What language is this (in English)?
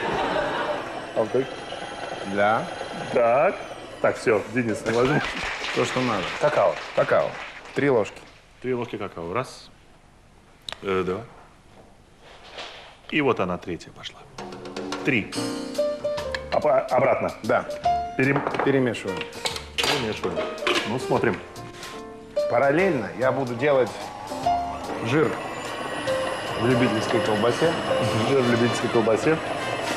Russian